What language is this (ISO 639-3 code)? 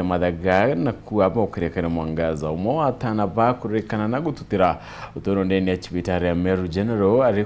mer